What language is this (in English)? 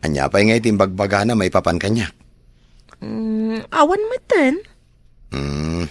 Iloko